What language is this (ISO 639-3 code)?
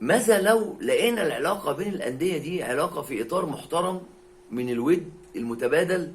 arz